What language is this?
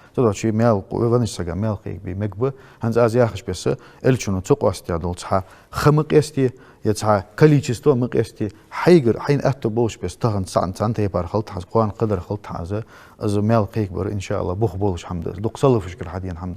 Ingush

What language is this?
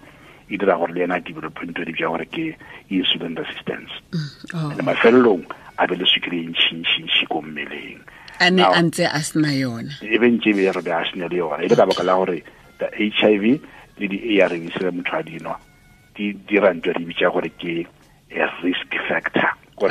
Tswana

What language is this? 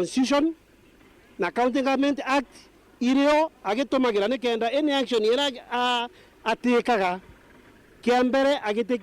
Meru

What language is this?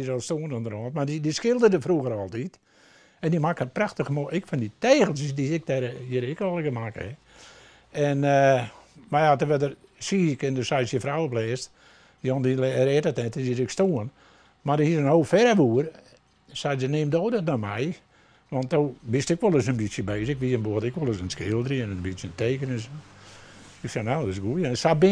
Western Frisian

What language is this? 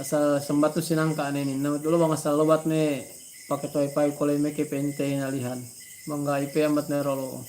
Yakan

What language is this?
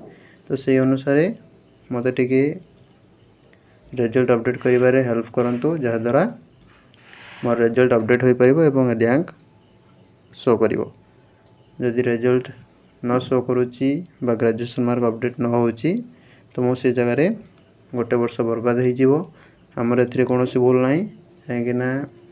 Odia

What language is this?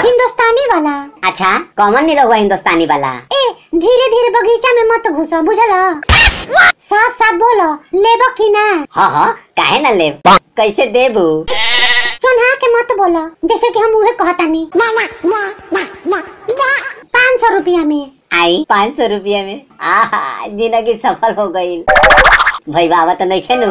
Bhojpuri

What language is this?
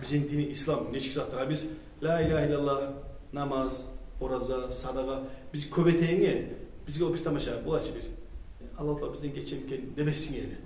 Kumyk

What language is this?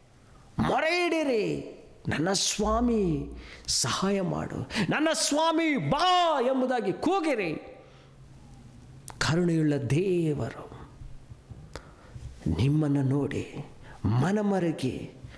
Kannada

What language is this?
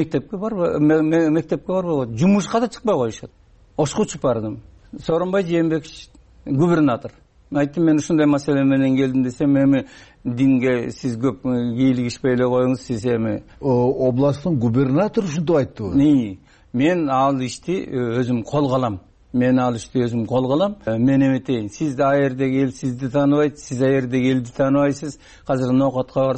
Kyrgyz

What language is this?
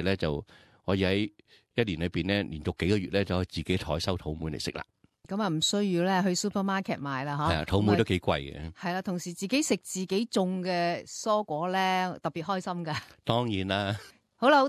Cantonese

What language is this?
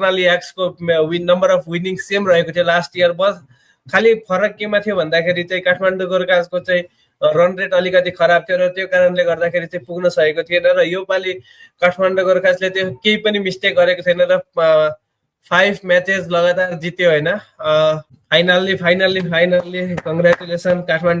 Nepali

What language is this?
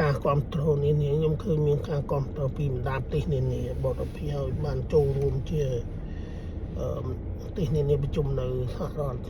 Khmer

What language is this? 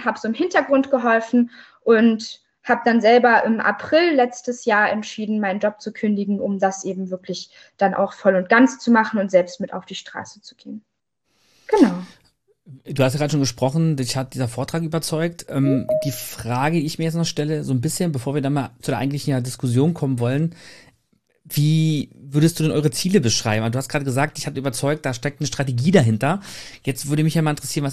German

